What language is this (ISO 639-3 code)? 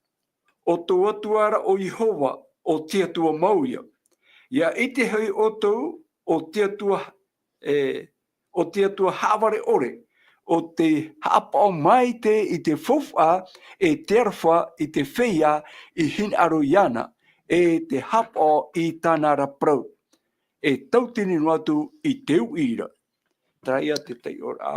tah